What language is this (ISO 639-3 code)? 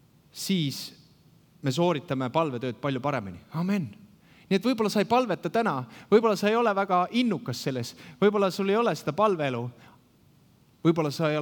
est